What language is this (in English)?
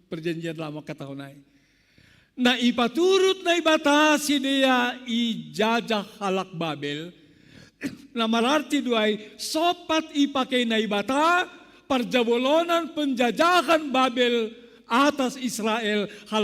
Batak Simalungun